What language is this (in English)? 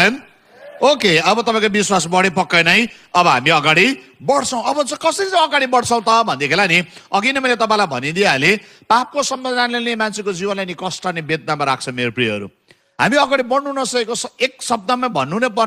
Nepali